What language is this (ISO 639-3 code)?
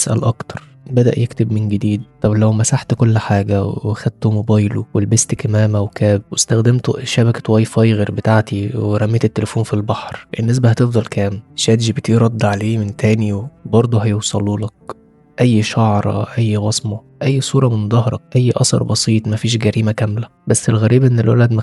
arz